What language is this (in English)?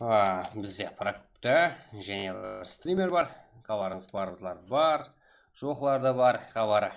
Kara-Kalpak